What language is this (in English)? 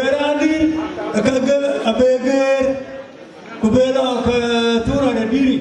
Dinka